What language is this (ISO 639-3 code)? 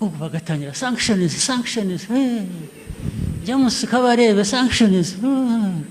kin